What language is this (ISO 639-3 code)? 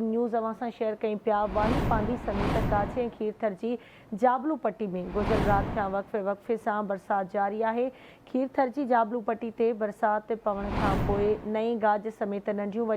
snd